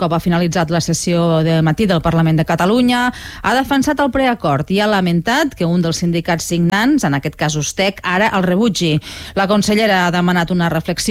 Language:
Catalan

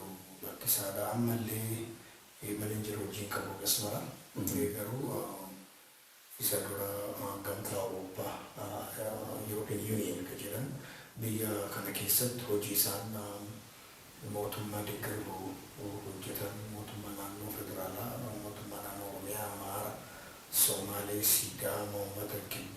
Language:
Oromo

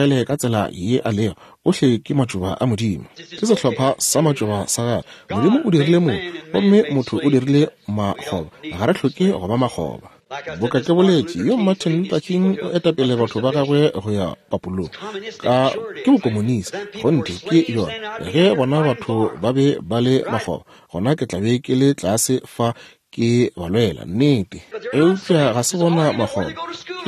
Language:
Northern Sotho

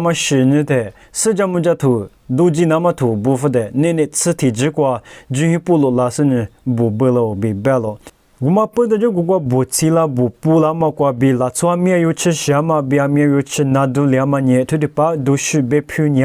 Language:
Lisu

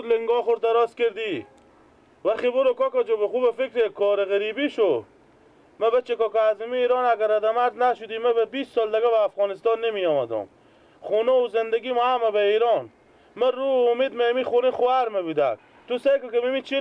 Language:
Persian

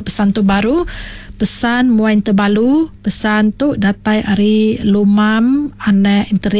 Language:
Iban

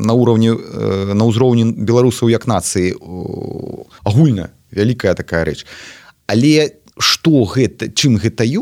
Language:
Belarusian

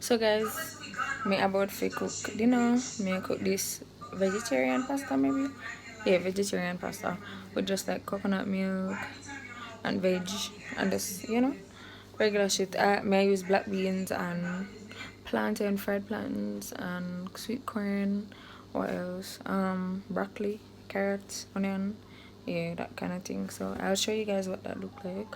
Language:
Jamaican Creole English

